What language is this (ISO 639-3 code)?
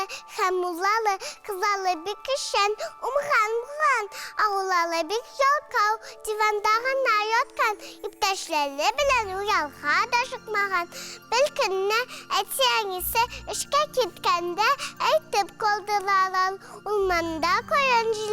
tat